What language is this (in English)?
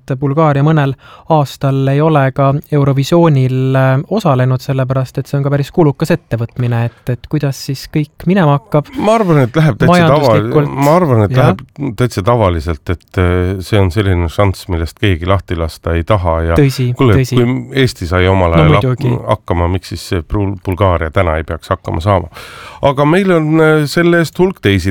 Estonian